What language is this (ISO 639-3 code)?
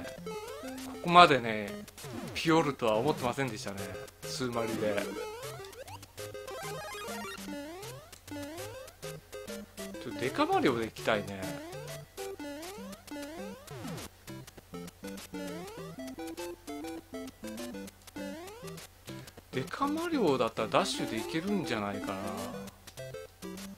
jpn